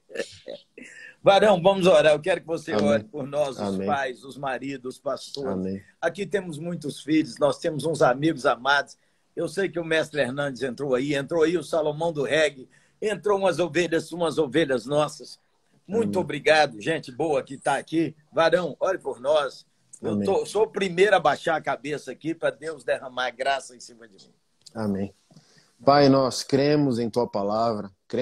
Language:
Portuguese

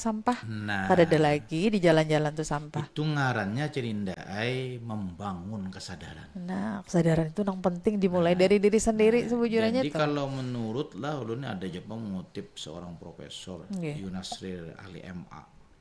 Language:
Banjar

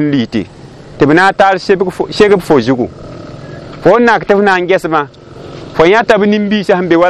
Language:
Mossi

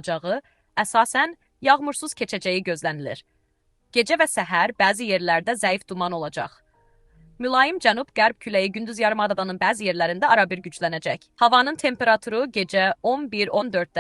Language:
Azerbaijani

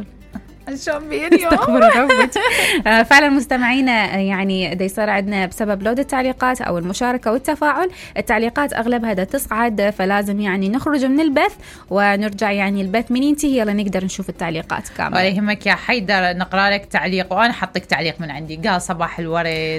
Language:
Mesopotamian Arabic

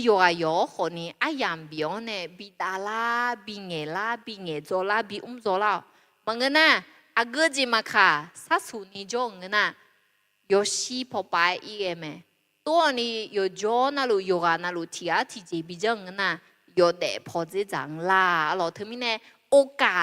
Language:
Akha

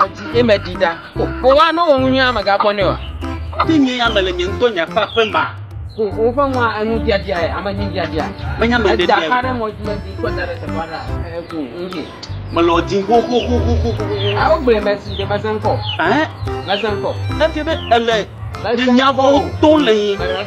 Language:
Ewe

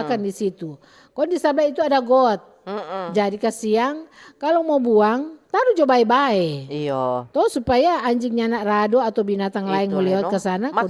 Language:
Manado Malay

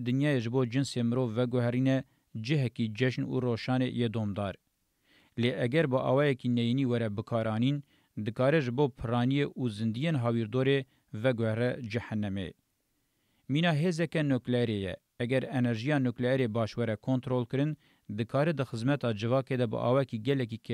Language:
Kurdish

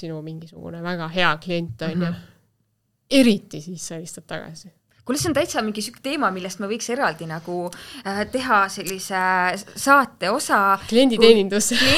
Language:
Estonian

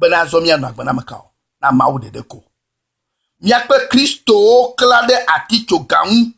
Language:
Ewe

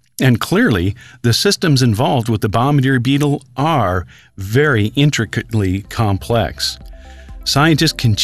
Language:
English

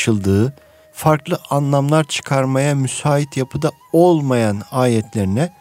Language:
Turkish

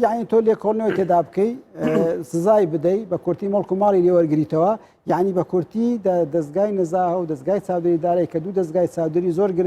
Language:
Central Kurdish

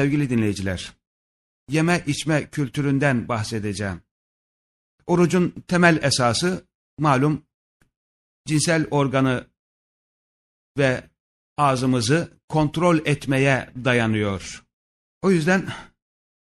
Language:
Turkish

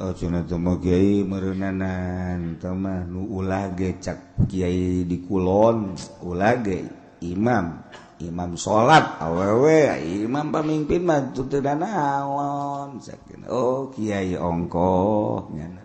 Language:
Sundanese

